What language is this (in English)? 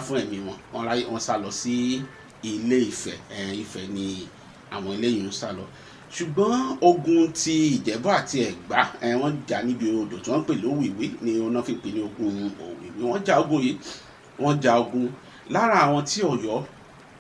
Yoruba